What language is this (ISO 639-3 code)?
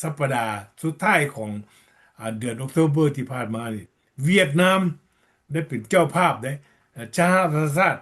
lao